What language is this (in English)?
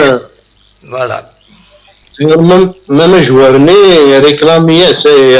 Kabyle